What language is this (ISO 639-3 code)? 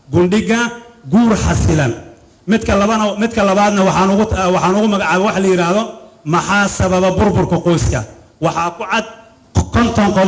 som